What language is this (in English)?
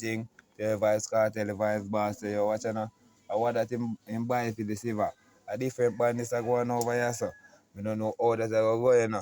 Jamaican Creole English